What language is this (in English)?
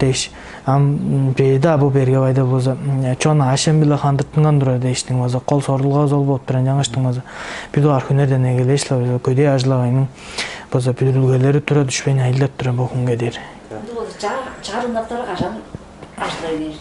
Tuvinian